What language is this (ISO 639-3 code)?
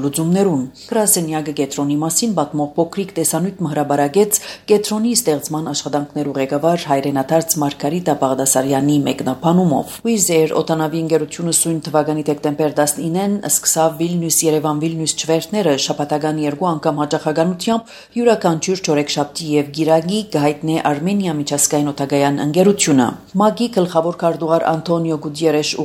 hye